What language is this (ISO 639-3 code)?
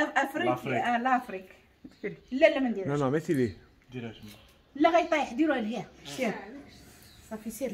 ary